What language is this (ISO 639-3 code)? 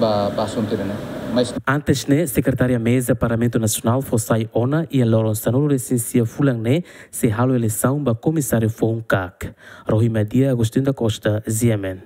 tet